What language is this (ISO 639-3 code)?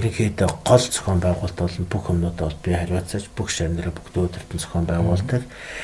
mon